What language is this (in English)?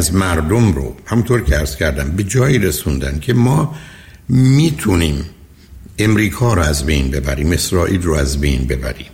Persian